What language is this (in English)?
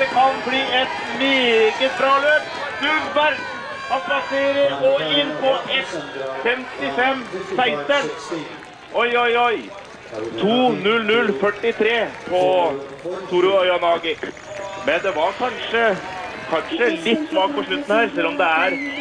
Norwegian